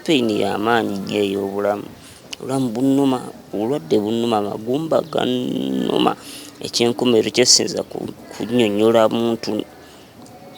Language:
Ganda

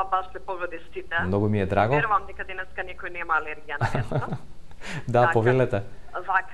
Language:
Macedonian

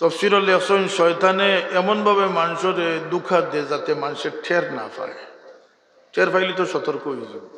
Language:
Sylheti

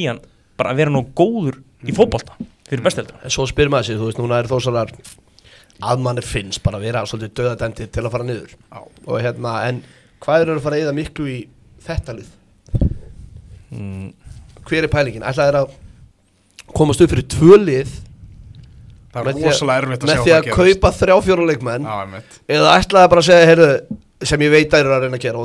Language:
Icelandic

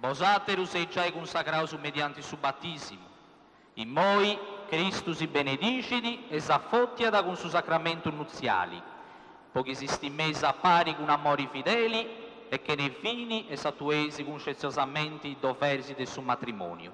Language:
Sardinian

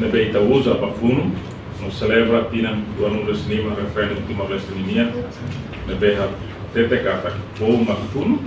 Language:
Tetum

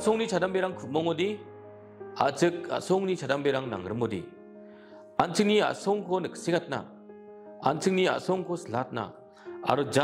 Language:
Garo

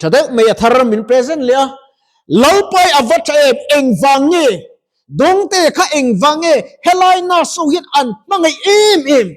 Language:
Mizo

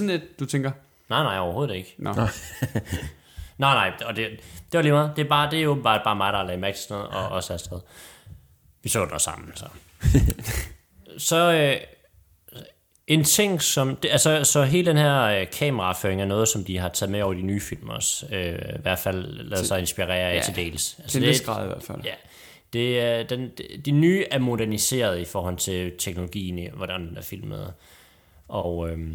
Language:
Danish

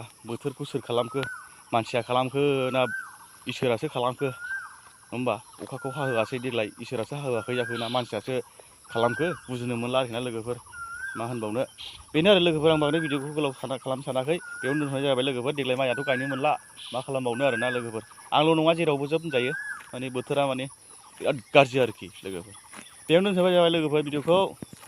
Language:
Bodo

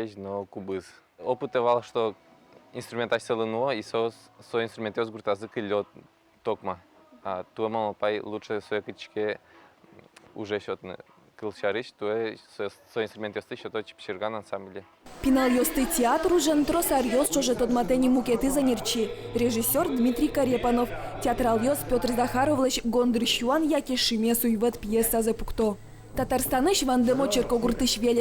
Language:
Udmurt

